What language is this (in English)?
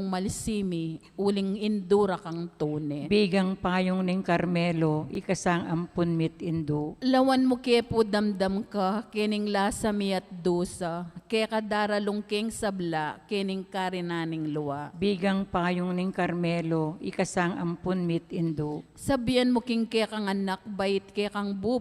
Pampanga